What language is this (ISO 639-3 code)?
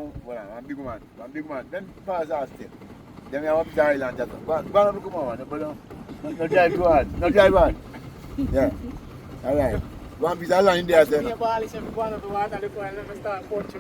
jam